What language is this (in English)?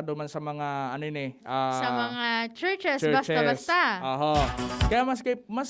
Bikol